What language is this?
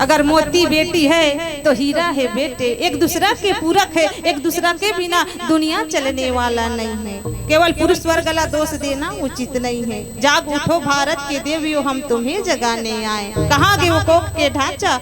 Chhattisgarhi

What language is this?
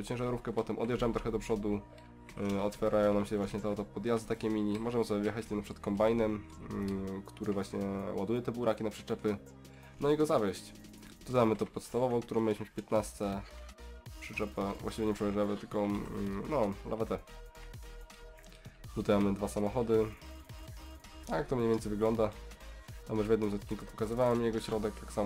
Polish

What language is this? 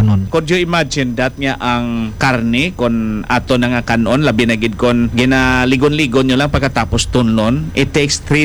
Hiligaynon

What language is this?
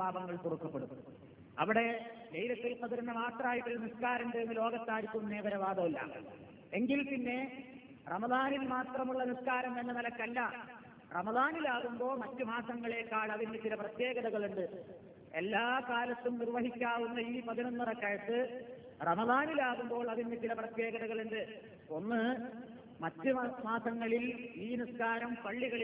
Malayalam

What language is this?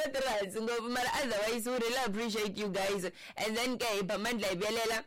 Tsonga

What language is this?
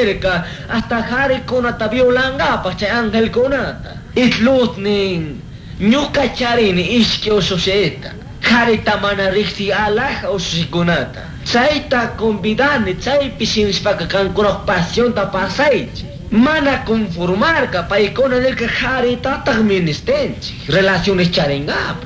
Chimborazo Highland Quichua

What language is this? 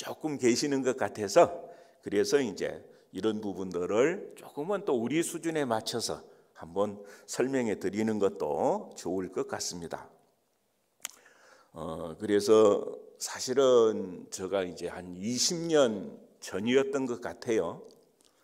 Korean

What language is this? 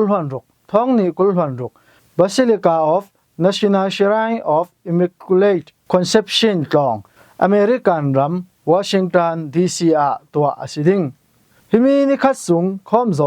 Falam Chin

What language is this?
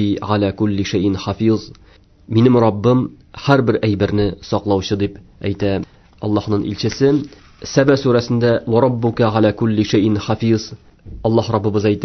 Tatar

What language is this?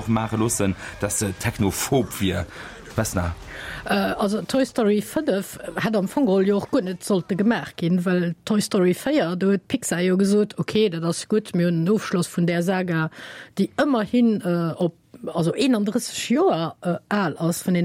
Luxembourgish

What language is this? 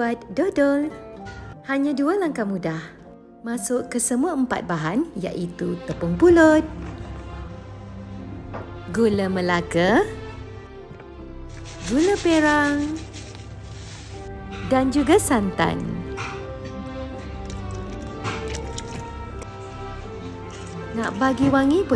Malay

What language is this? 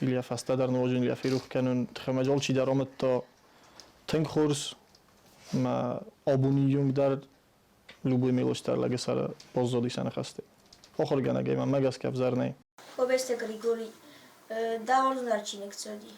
Ossetic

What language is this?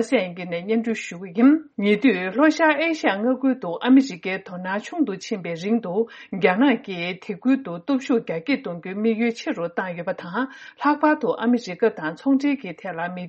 Tibetan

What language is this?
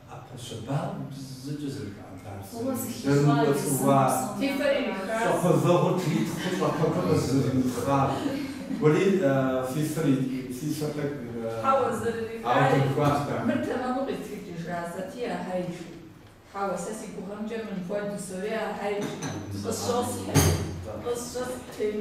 Kabardian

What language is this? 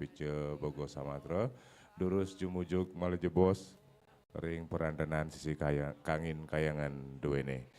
Balinese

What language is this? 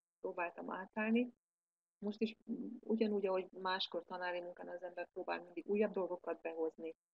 Hungarian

